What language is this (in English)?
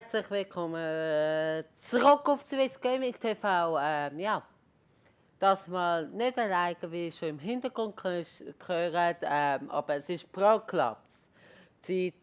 Swiss German